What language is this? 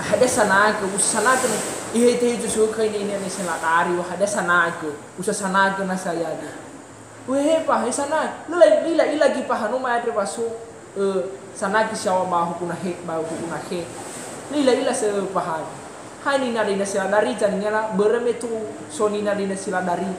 Nias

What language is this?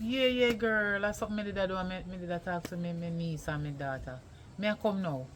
Jamaican Creole English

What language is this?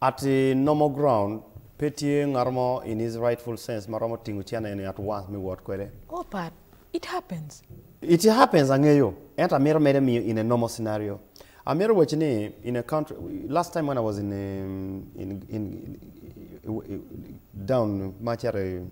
Acoli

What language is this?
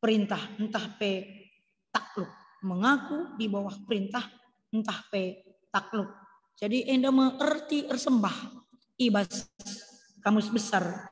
Batak Karo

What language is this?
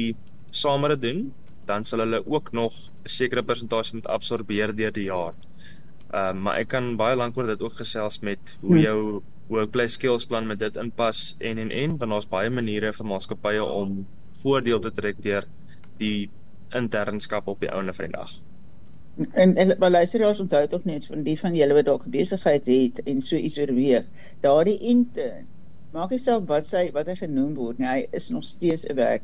Afrikaans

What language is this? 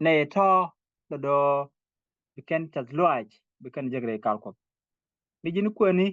Nuer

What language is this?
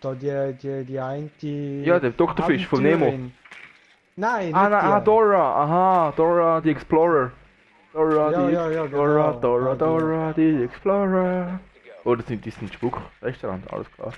Swiss German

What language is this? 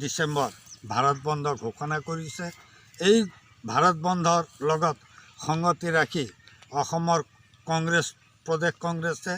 Assamese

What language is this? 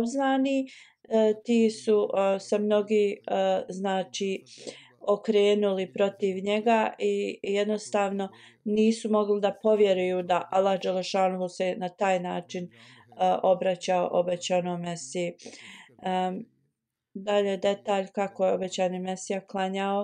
Bosnian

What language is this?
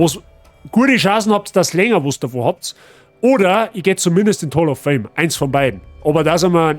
Bavarian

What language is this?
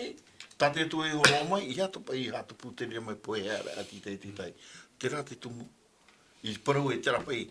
Tahitian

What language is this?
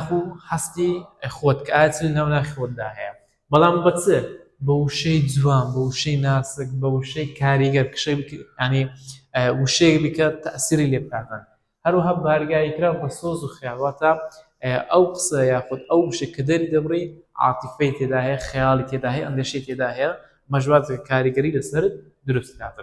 Central Kurdish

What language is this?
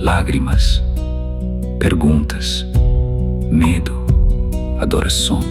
Kabuverdianu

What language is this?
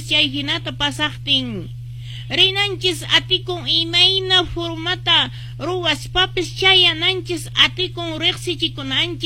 Quechua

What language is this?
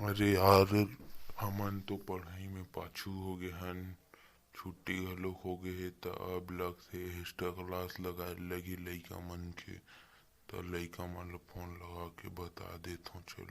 Chhattisgarhi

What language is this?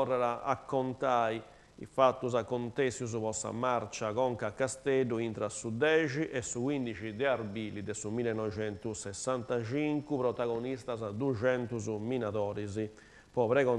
Sardinian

